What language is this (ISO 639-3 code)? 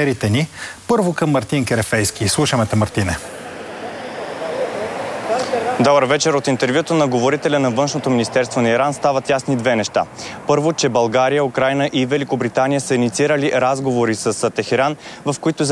bul